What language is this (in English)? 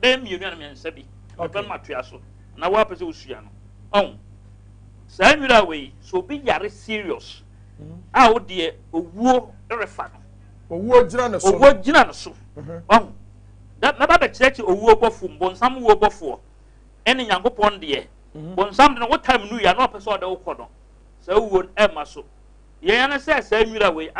Akan